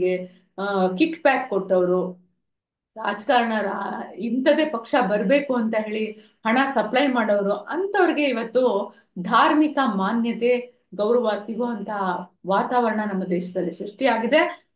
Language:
Kannada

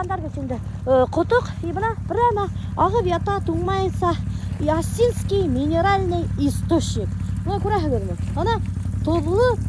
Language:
Bashkir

